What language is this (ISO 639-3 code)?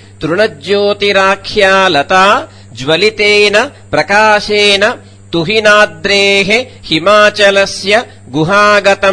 san